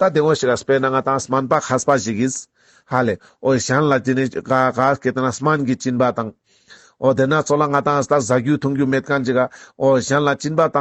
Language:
Ladakhi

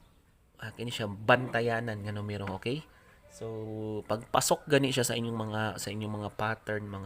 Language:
Cebuano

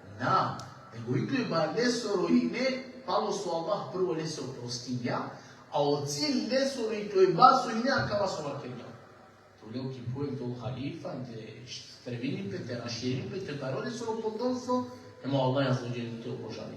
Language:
Balkan Romani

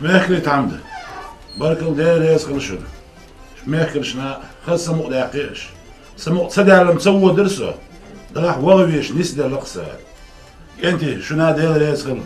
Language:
Chechen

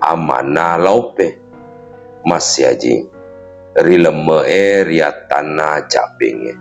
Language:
Buginese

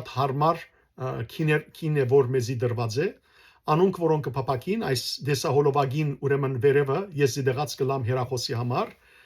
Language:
Western Armenian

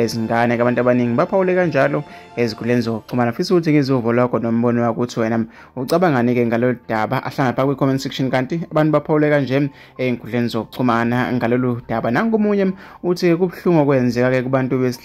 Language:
Zulu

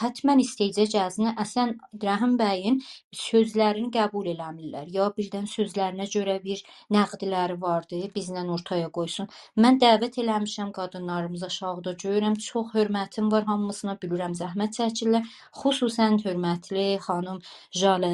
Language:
South Azerbaijani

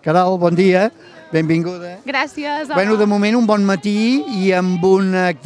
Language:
Catalan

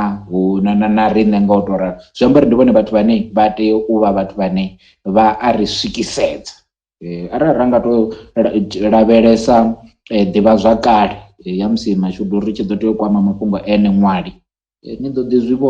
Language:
Venda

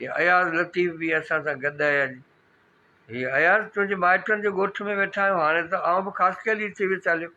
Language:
Sindhi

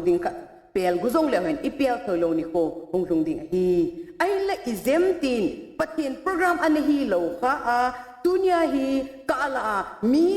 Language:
Thado Chin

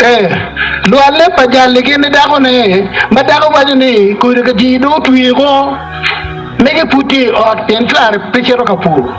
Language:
Acoli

